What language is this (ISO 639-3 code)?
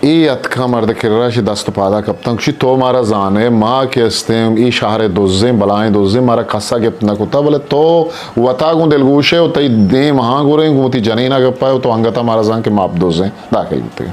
bgp